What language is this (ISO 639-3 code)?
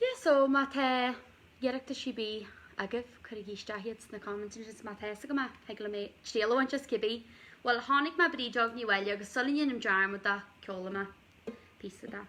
gle